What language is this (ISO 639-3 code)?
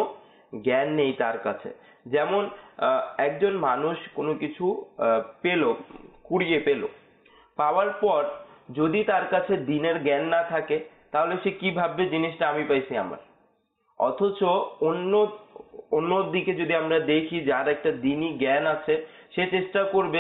ben